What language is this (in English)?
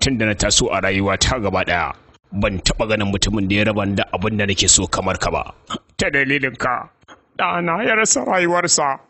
Hausa